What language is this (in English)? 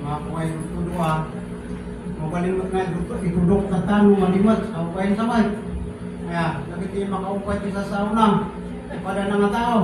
Iloko